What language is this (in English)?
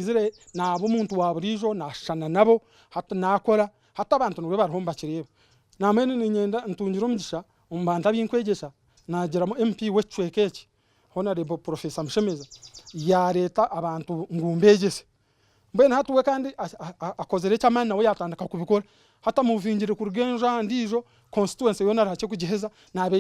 Nyankole